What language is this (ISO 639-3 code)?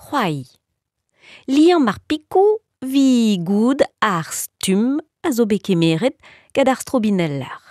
bre